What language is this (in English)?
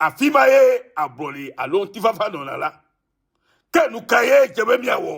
Ewe